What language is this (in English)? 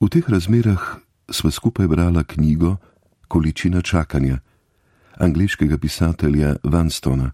Slovenian